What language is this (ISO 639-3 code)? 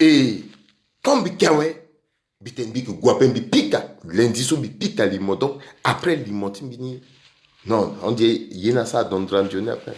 sag